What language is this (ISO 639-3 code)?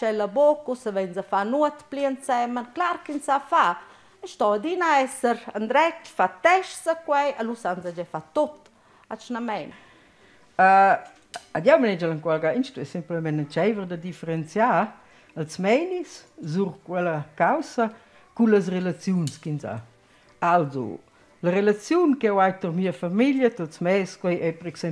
roh